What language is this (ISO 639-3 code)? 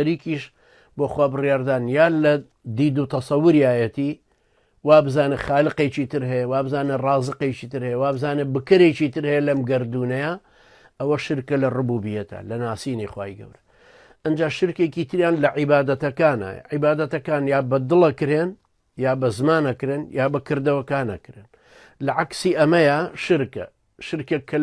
ckb